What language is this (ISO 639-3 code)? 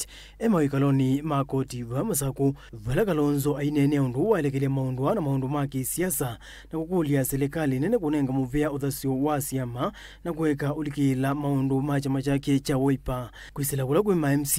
kam